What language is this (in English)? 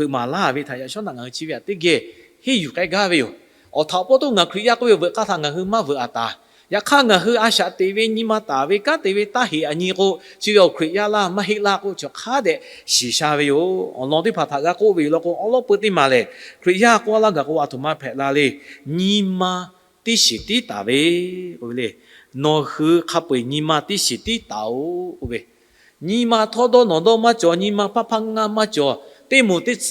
Lahu